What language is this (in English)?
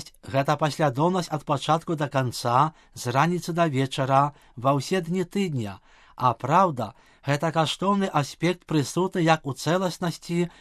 Belarusian